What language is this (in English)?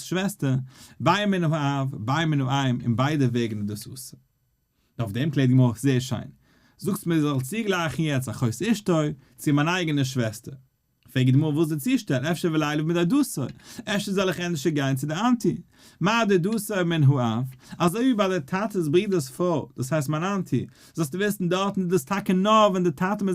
Yiddish